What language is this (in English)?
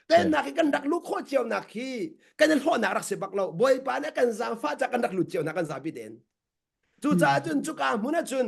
Hakha Chin